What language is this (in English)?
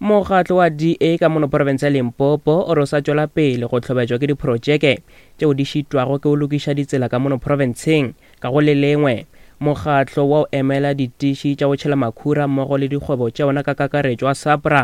Northern Sotho